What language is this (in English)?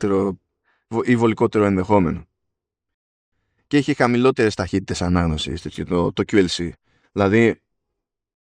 Greek